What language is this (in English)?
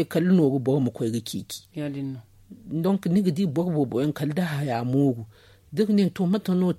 Zarma